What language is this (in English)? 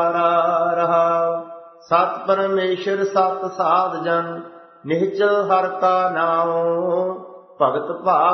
Punjabi